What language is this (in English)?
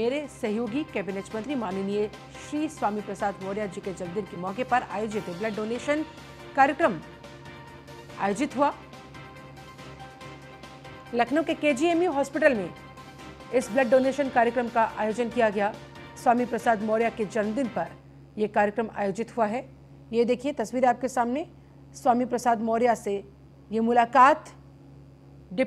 Hindi